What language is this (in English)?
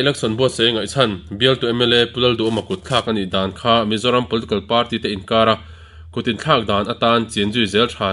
Mizo